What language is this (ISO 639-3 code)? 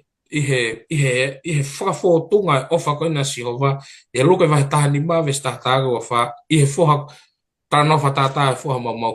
ton